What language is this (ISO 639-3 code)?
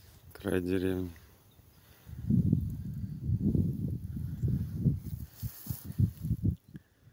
rus